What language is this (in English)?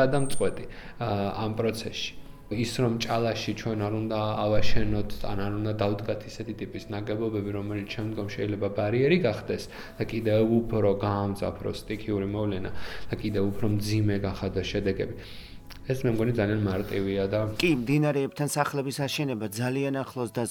Georgian